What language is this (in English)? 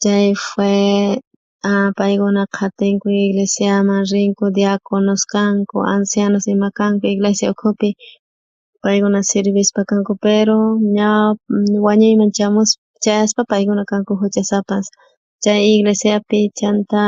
South Bolivian Quechua